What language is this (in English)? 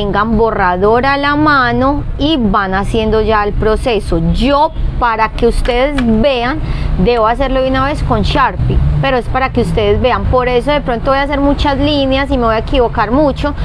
Spanish